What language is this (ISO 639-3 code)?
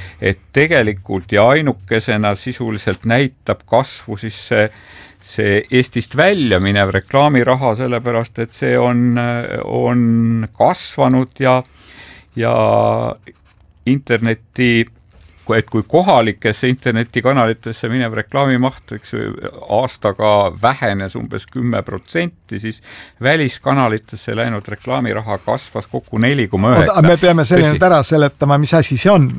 est